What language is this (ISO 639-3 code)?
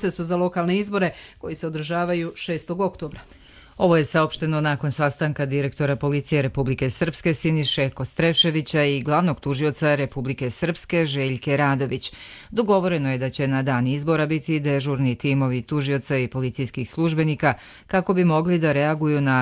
srp